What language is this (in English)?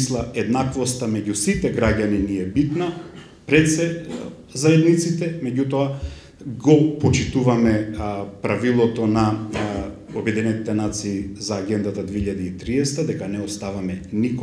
Macedonian